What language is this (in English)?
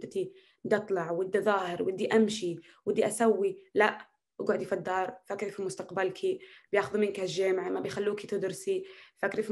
North Levantine Arabic